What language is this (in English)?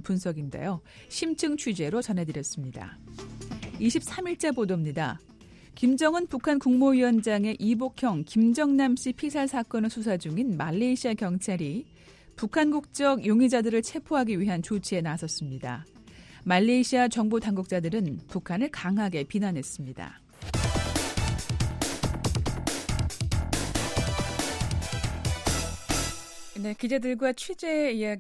Korean